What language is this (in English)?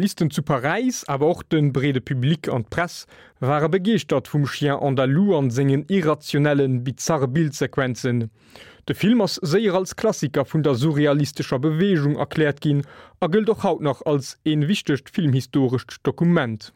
Luxembourgish